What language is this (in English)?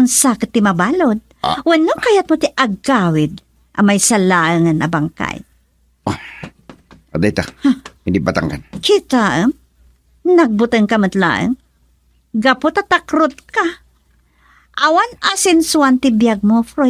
Iloko